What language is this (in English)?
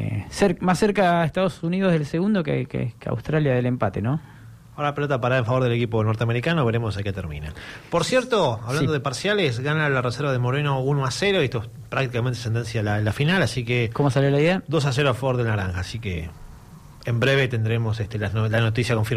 Spanish